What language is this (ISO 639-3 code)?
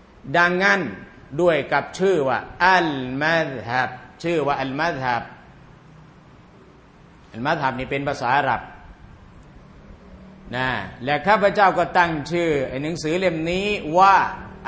tha